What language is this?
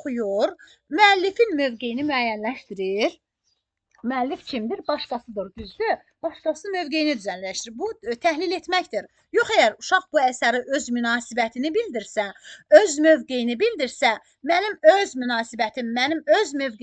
Azerbaijani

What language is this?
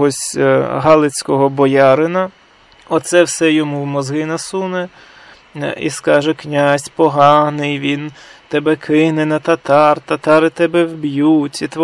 Ukrainian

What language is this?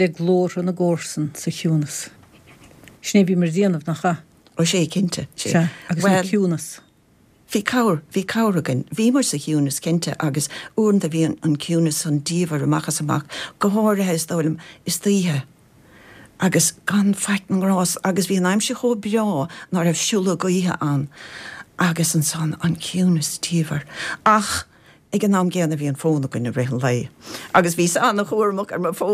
Irish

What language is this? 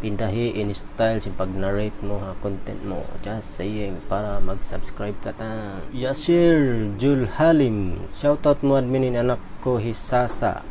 Tausug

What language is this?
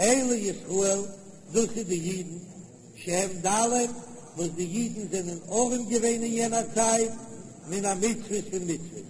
Yiddish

